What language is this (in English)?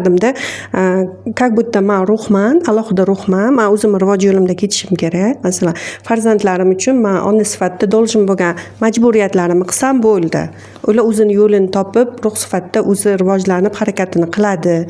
Uzbek